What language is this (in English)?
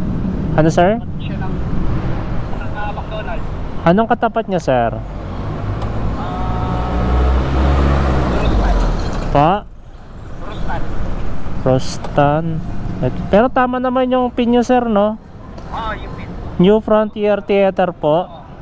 Filipino